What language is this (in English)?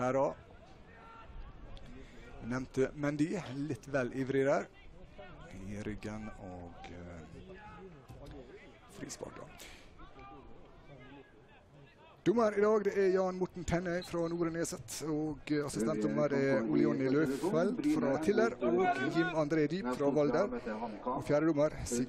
Norwegian